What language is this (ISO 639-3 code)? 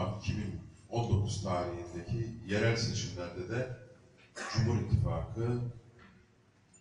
tur